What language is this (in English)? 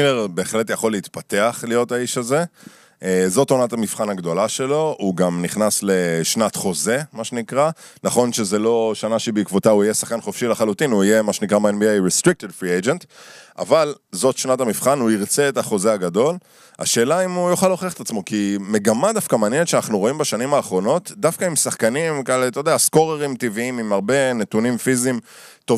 Hebrew